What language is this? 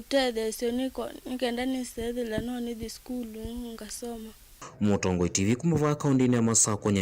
Kamba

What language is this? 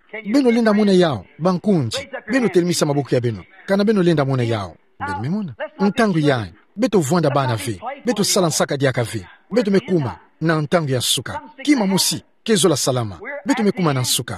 Kituba (Democratic Republic of Congo)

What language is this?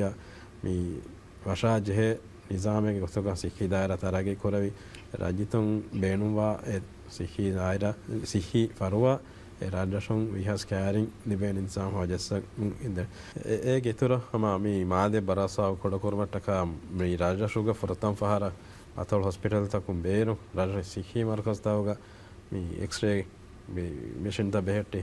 Divehi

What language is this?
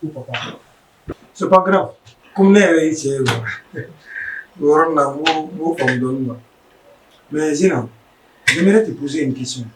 Bambara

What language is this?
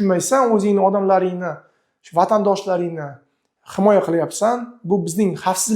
Uzbek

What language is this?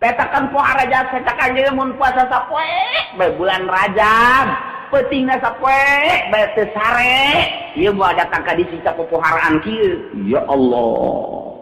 Sundanese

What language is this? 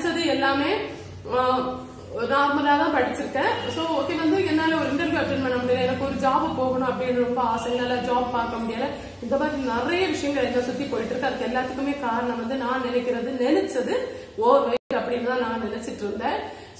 Tamil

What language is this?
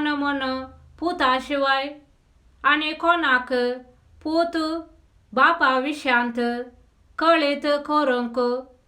Konkani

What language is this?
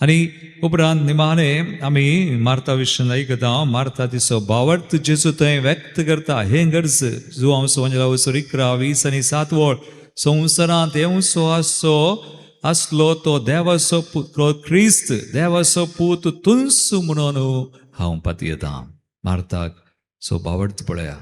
Konkani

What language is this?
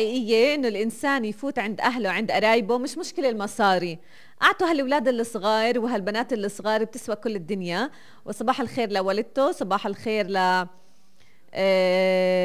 North Levantine Arabic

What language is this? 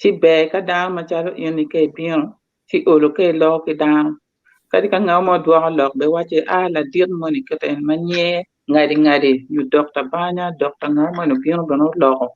Acoli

